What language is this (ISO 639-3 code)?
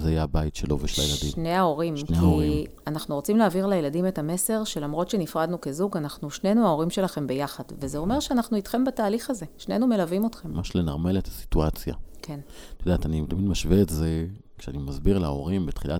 heb